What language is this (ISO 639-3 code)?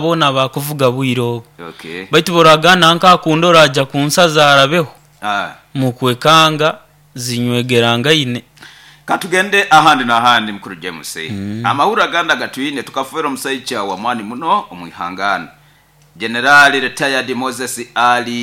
nyo